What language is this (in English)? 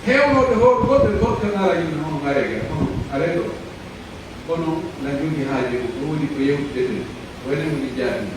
Pular